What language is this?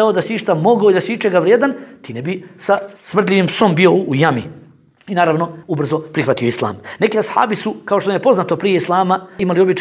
Bosnian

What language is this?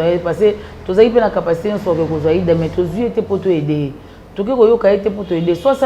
Lingala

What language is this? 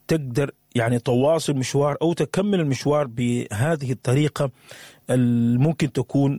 Sudanese Arabic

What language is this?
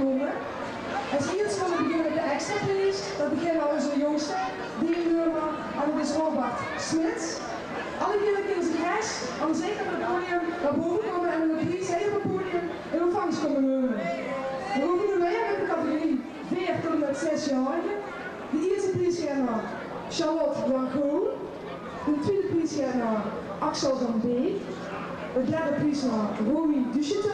Limburgish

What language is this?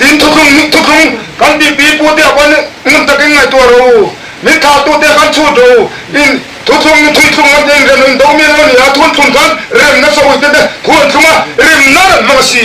Mizo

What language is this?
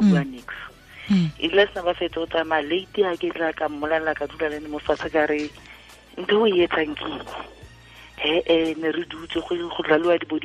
Tswana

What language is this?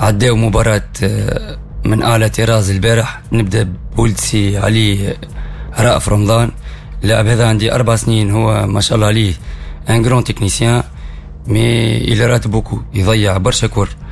Tunisian Arabic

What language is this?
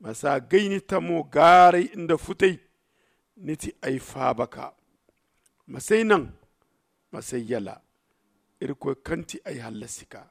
Zarma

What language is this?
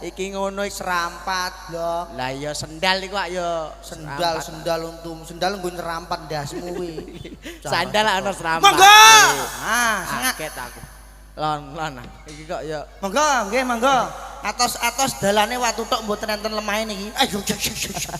Javanese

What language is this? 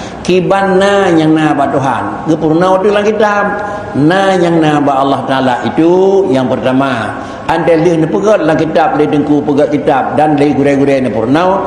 Achinese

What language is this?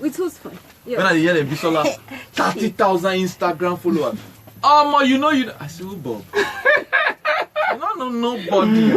Nigerian Pidgin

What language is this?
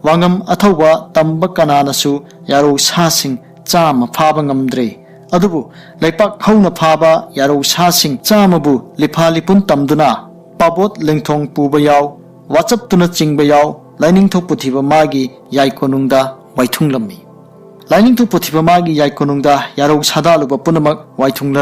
Manipuri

